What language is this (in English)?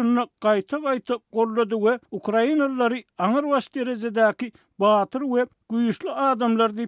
Turkmen